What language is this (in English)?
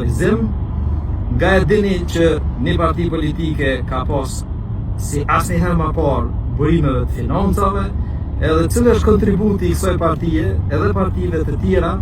Albanian